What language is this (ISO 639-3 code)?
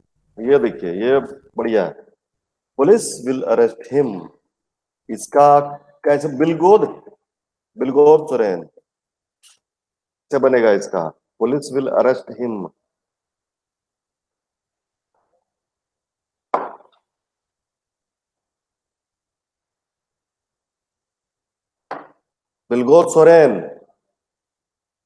hin